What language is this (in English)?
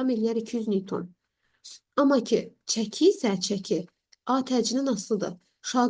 Azerbaijani